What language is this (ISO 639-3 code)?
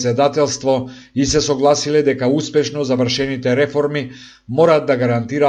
mkd